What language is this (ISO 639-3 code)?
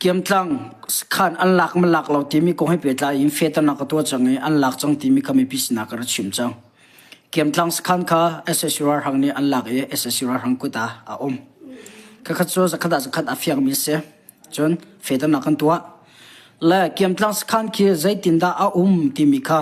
cnh